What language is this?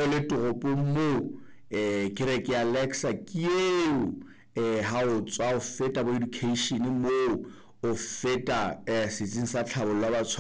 Southern Sotho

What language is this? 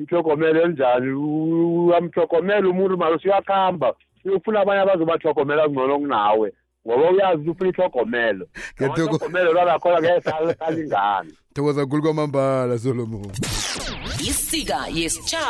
South Ndebele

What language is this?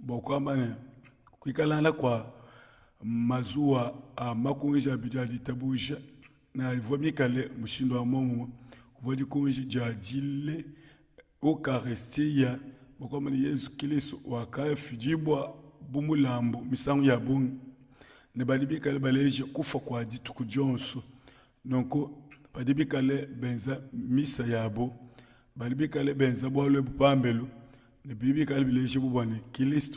Luba-Lulua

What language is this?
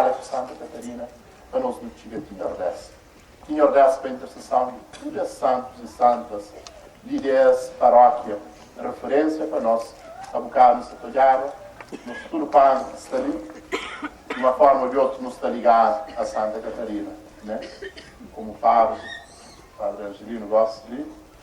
Kabuverdianu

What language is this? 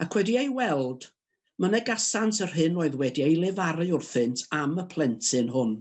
Welsh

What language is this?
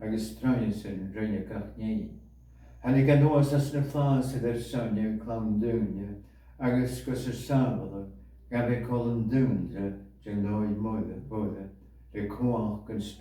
Scottish Gaelic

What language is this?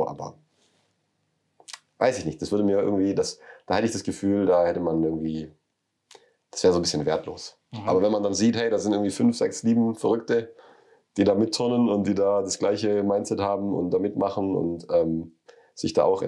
German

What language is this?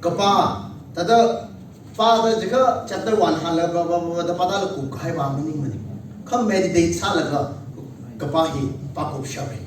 Tangkhul Naga (India)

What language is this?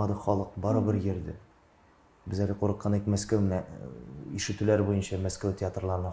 Tatar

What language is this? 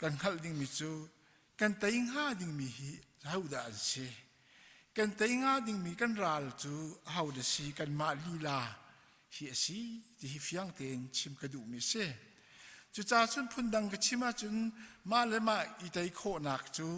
Hakha Chin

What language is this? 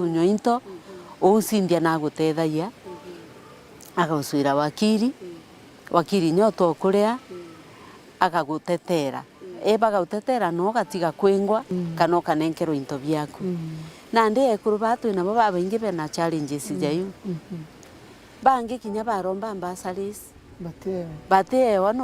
Meru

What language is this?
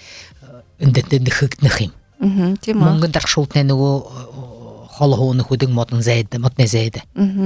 Buriat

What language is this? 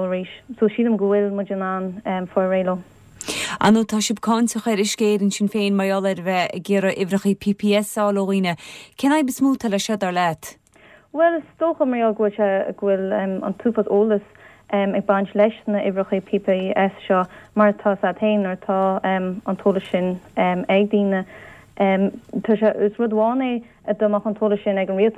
Irish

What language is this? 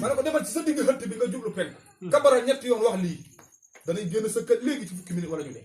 Wolof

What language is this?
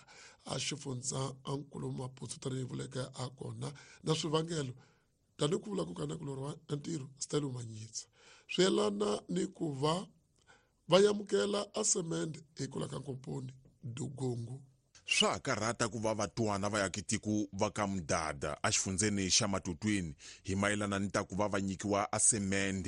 Tsonga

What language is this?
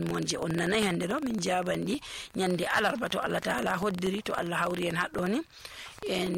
Nigerian Fulfulde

